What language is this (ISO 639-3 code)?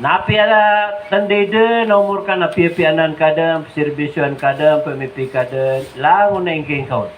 mrw